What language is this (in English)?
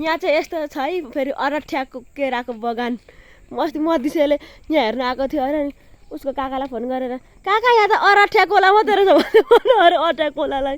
Nepali